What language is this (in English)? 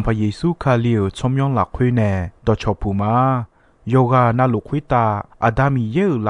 Akha